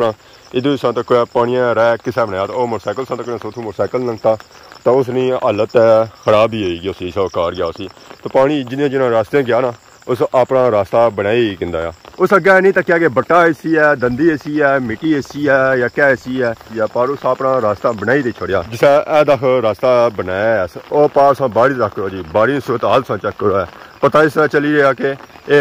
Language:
Pahari-Potwari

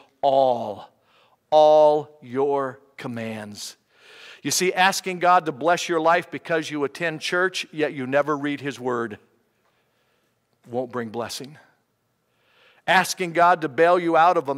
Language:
English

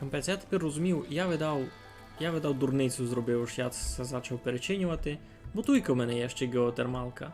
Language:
Rusyn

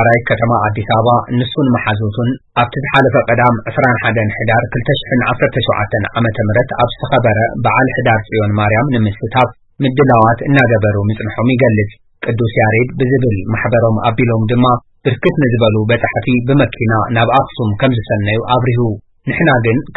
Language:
Tigrinya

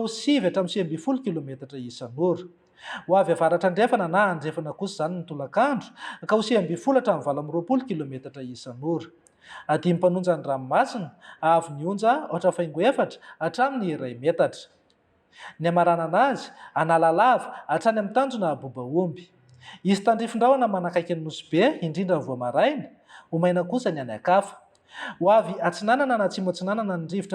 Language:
Malagasy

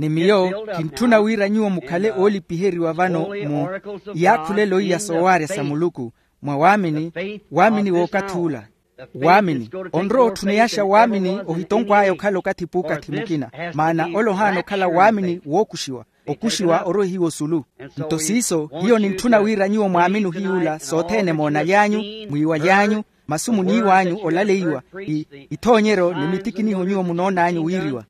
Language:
Makhuwa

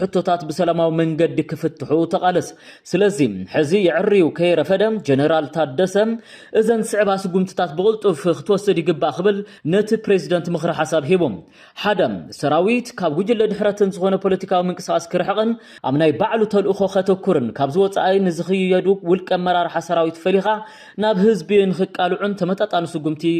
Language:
Tigrinya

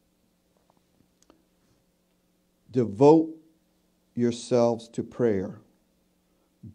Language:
English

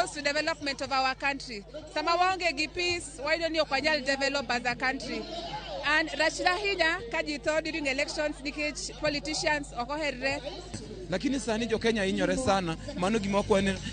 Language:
Luo (Kenya and Tanzania)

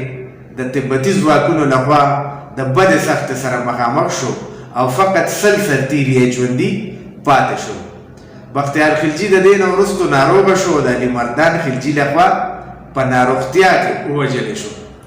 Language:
Pashto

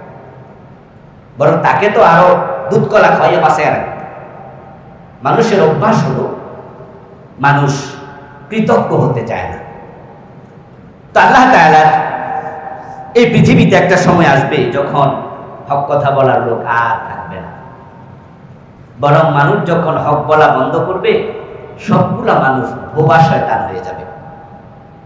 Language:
Bangla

